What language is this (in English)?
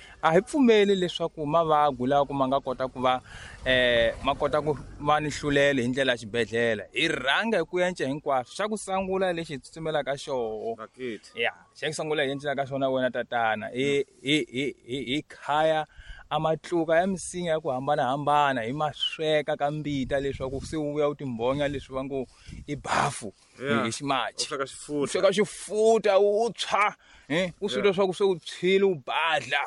Tsonga